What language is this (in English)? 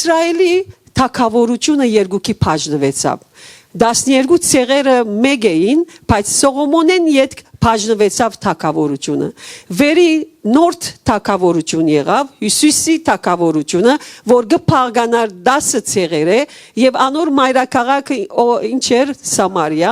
Western Armenian